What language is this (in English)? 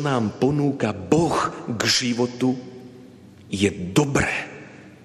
Slovak